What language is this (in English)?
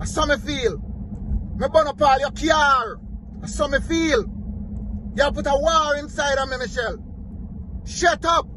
Jamaican Creole English